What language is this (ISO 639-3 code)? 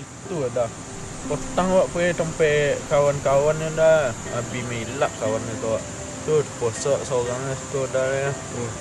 min